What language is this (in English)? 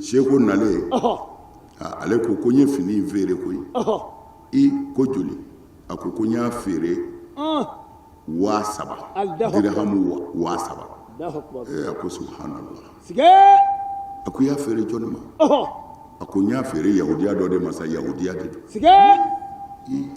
Bambara